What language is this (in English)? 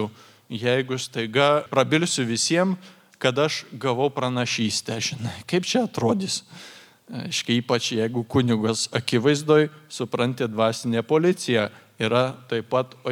Lithuanian